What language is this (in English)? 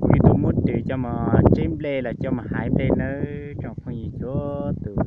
Hmong